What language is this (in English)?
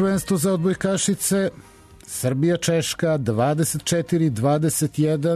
Serbian